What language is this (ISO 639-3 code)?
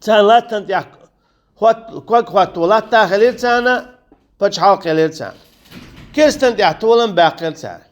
che